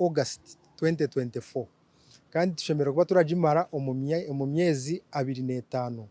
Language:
Nyankole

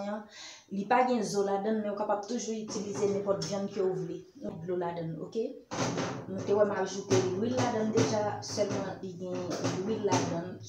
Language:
Haitian Creole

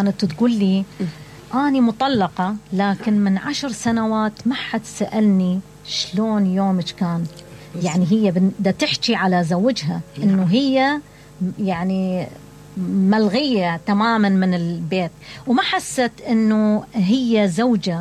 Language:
Mesopotamian Arabic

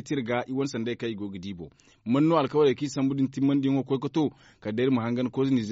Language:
Zarma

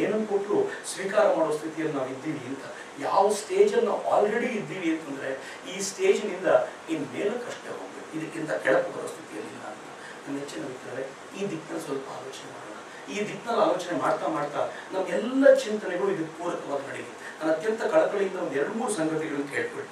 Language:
Kannada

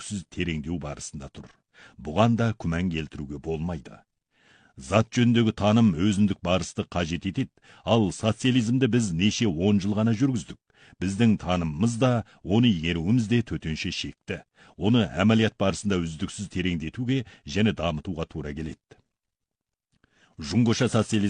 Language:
Kazakh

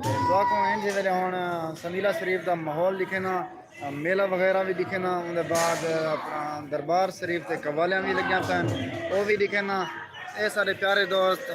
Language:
Saraiki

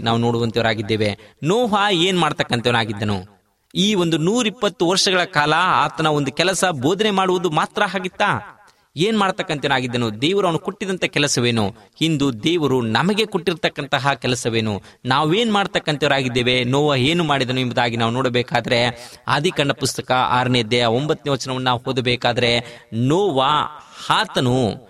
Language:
Kannada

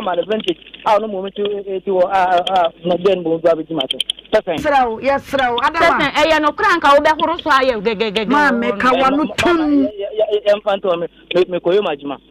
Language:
Akan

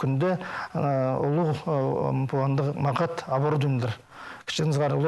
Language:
Khakas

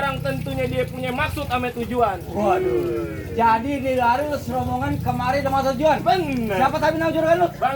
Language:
Betawi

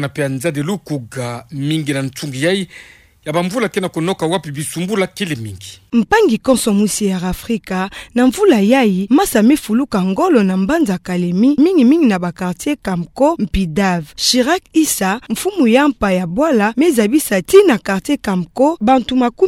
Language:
Kituba (Democratic Republic of Congo)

